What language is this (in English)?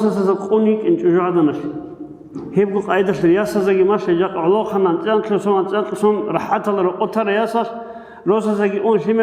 Avaric